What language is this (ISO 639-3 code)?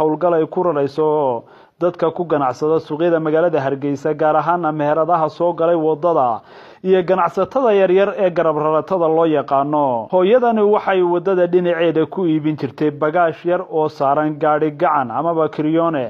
som